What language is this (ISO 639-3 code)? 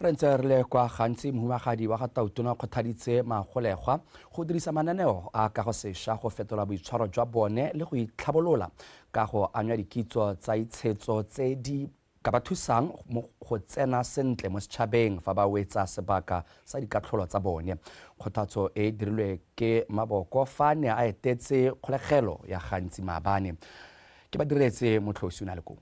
tsn